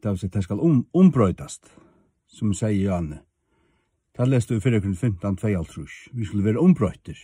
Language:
Faroese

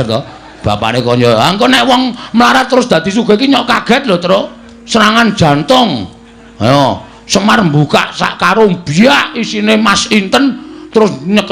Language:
Javanese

